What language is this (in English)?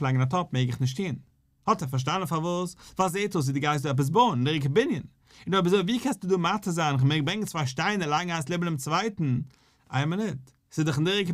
Yiddish